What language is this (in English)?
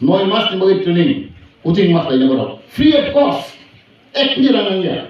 Kok Borok